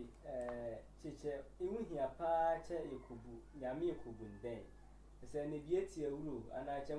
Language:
Sehwi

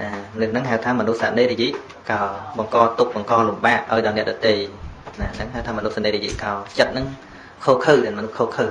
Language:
Khmer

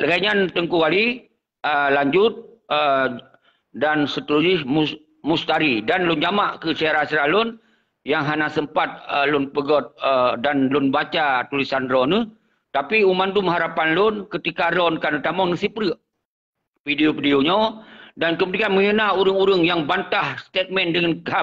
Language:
Achinese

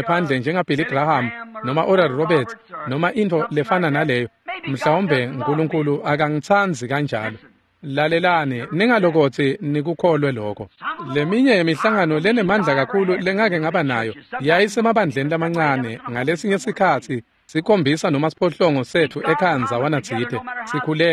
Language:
Swati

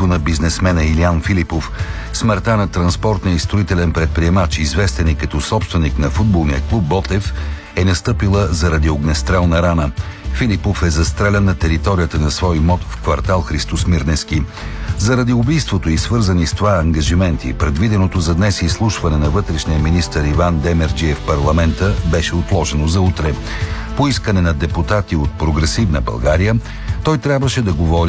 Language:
Bulgarian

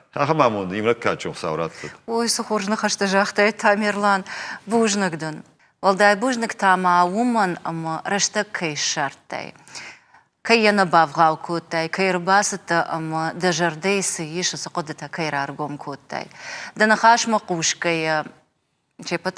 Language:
Ossetic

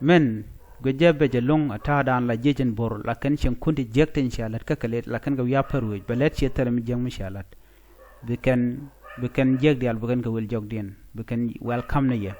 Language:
Nuer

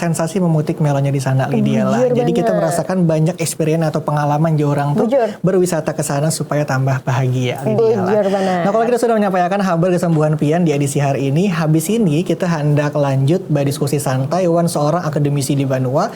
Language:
Banjar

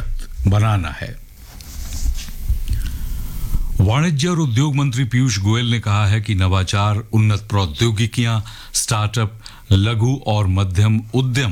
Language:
Hindi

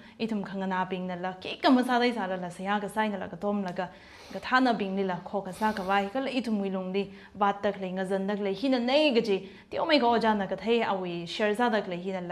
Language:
Tangkhul Naga (India)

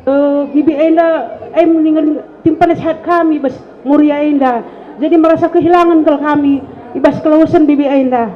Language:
Batak Karo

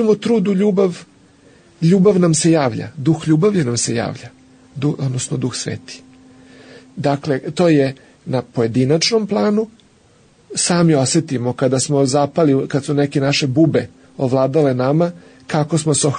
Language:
Serbian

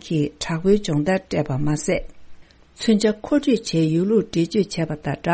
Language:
Tibetan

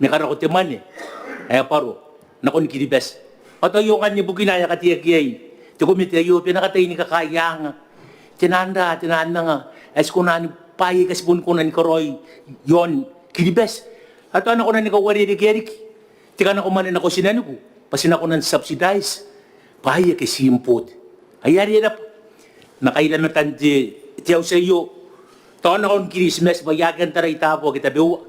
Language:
Gilbertese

